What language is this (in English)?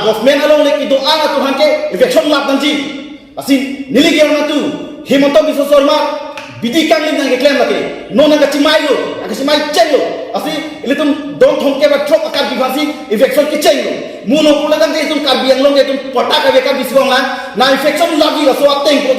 Karbi